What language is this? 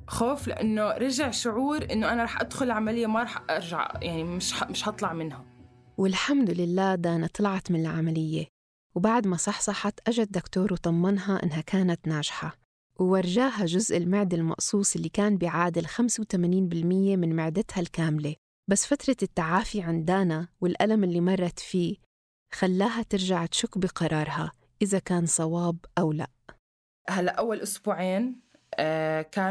North Levantine Arabic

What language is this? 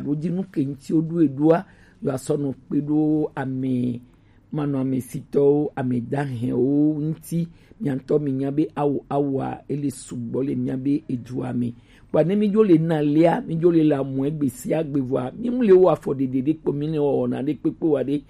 Gen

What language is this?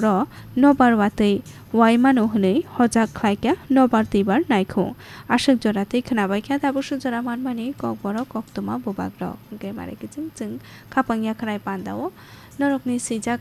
Kok Borok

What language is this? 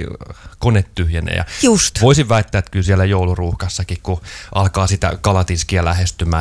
Finnish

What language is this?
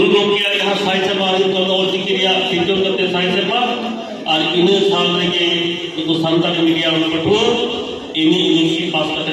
Santali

